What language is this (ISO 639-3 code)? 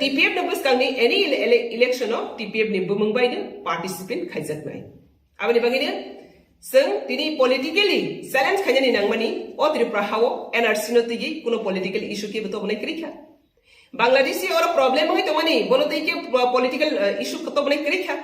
trp